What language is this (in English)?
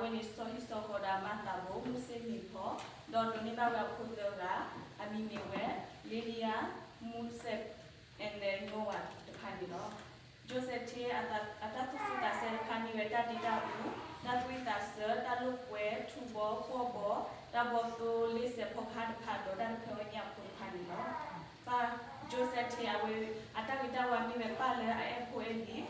S'gaw Karen